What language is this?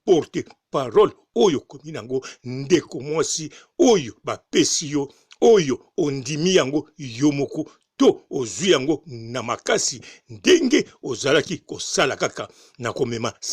Lingala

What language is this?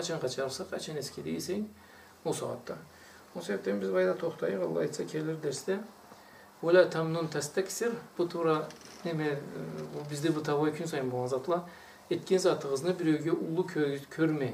Karachay-Balkar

